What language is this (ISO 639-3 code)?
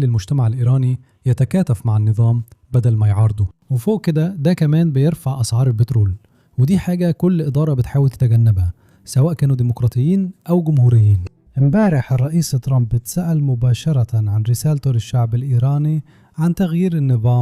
arz